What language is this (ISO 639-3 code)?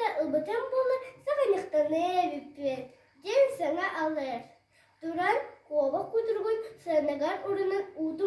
sah